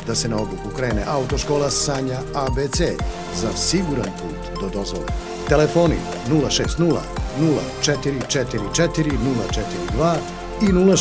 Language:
Serbian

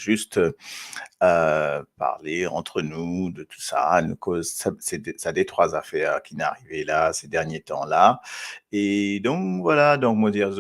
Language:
Morisyen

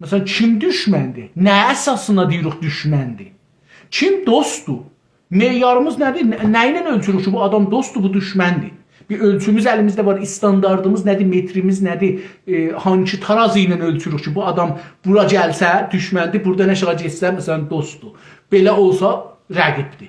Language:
South Azerbaijani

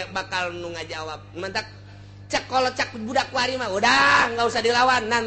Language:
Sundanese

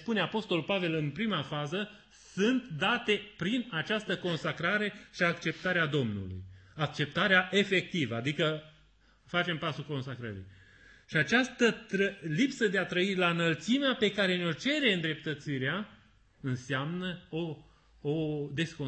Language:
Romanian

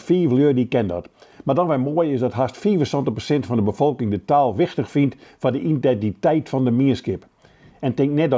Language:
Western Frisian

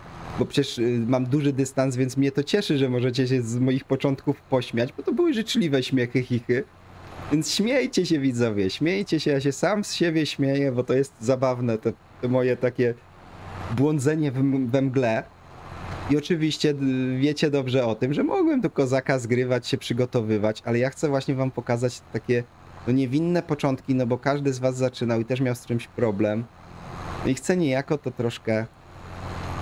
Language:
Polish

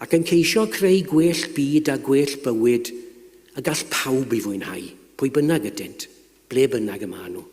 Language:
Welsh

